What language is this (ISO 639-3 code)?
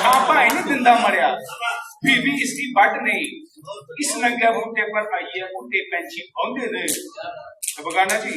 doi